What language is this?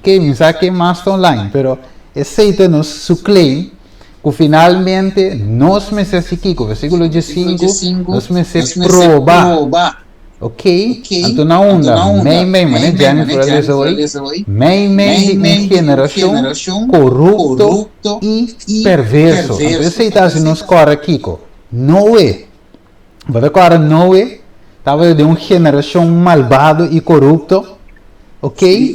Papiamento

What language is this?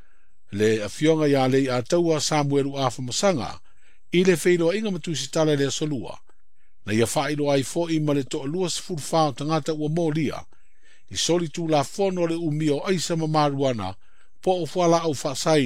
Samoan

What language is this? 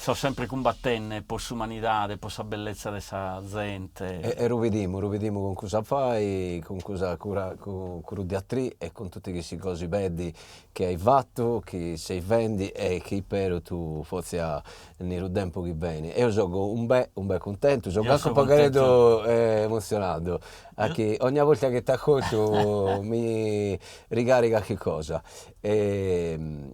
Sardinian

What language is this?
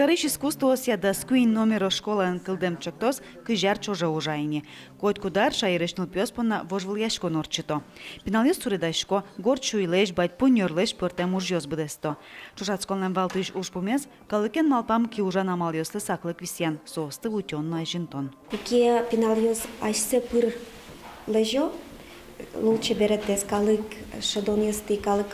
Udmurt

